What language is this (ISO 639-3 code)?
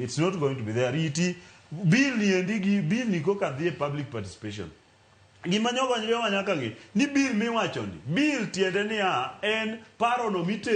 luo